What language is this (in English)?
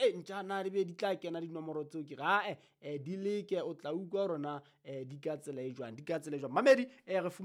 Southern Sotho